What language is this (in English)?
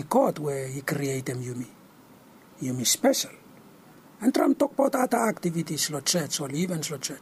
Bislama